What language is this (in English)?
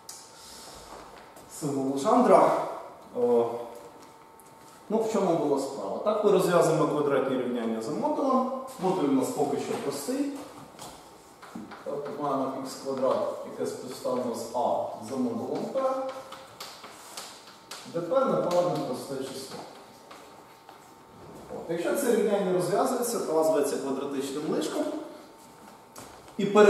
Ukrainian